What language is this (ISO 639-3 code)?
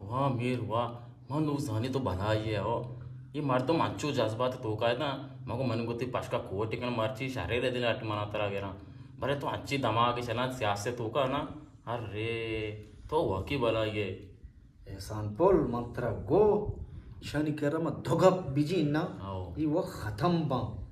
bgp